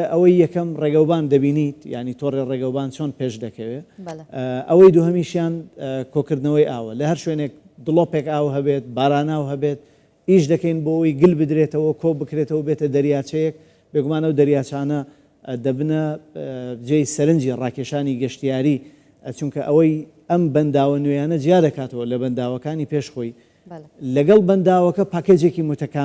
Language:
Central Kurdish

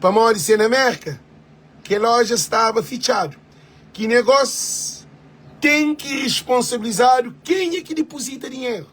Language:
Kabuverdianu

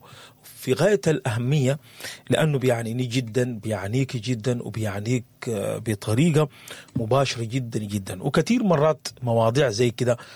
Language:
Sudanese Arabic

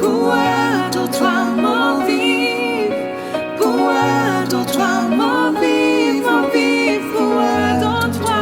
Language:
Morisyen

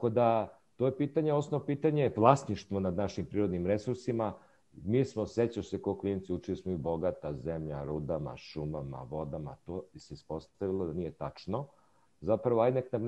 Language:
Serbian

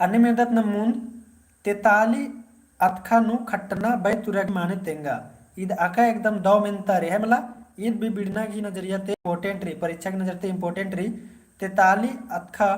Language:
Kurukh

